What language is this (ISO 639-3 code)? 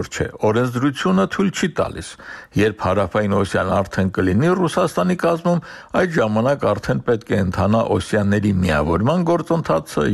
hye